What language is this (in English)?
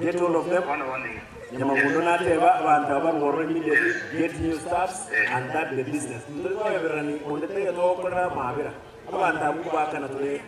Gusii